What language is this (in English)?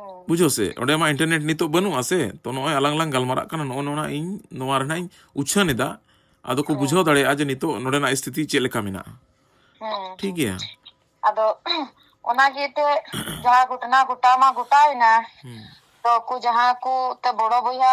Santali